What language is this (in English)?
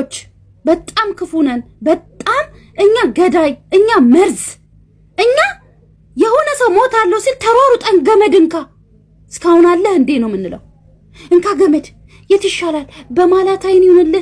Amharic